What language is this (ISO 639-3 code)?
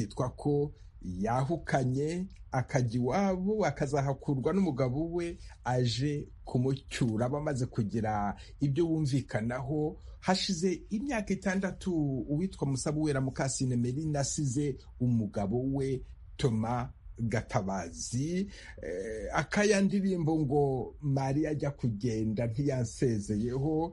kin